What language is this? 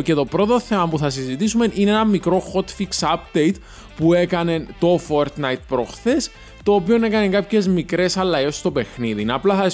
Greek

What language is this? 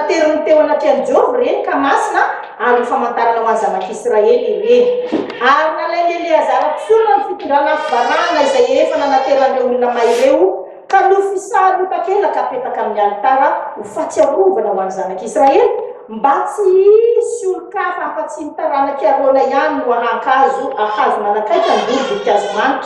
Malagasy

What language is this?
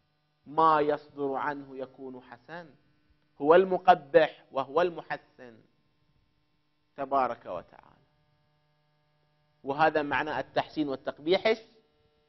Arabic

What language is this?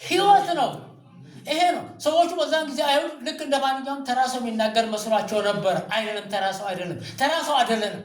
Amharic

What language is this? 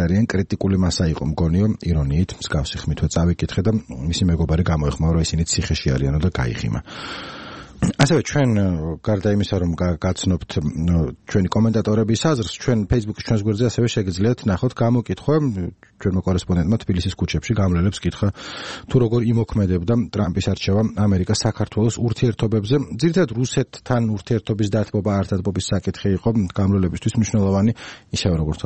Georgian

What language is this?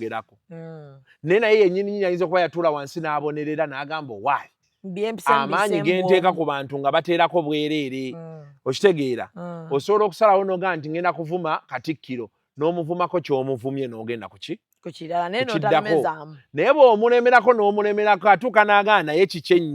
Ganda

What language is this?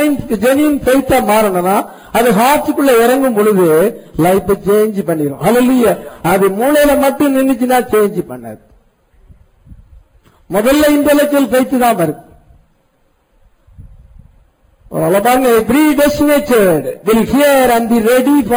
Tamil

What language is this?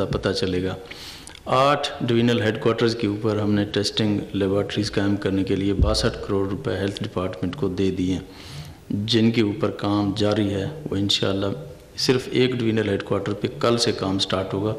Urdu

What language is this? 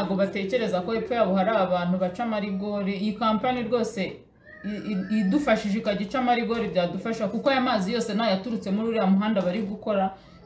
Kinyarwanda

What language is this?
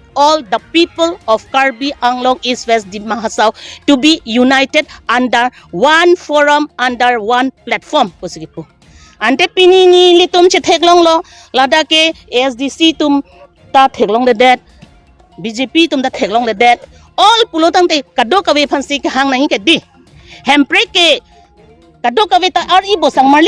Karbi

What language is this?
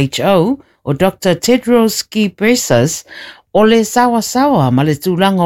Samoan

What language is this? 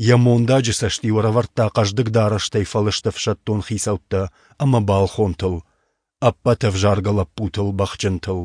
Ossetic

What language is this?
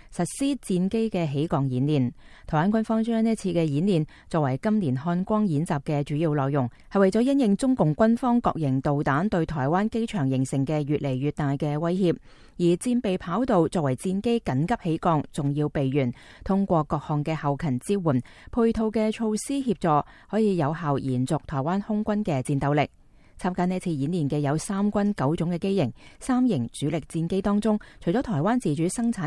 Cantonese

